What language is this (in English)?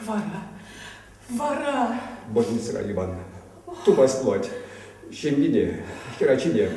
Chuvash